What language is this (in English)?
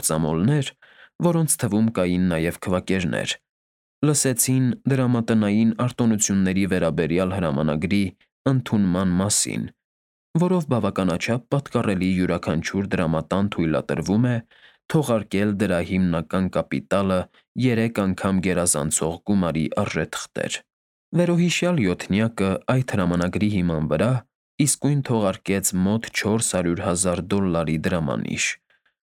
Armenian